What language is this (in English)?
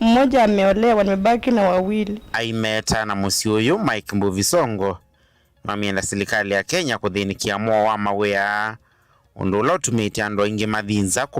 Kamba